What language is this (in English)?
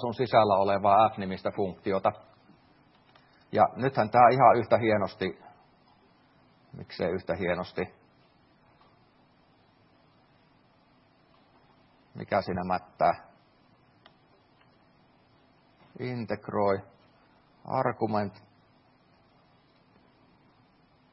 Finnish